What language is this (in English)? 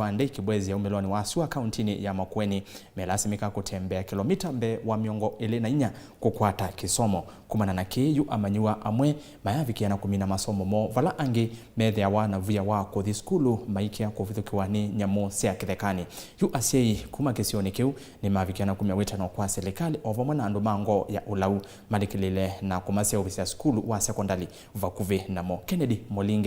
Kamba